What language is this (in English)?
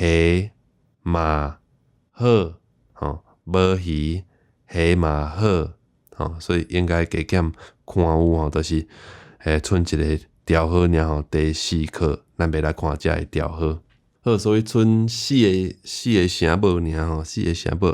Min Nan Chinese